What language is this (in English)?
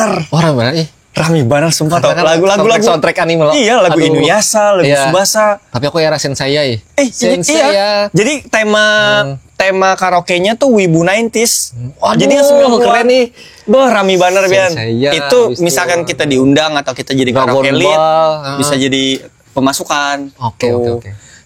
Banjar